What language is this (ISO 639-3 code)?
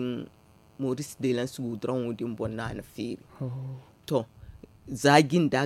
dje